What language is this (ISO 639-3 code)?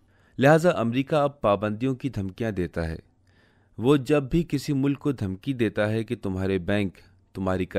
urd